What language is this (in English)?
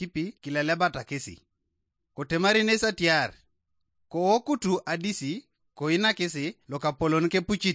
Teso